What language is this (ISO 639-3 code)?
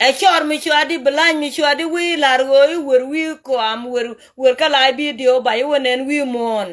nus